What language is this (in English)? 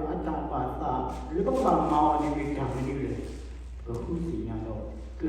S'gaw Karen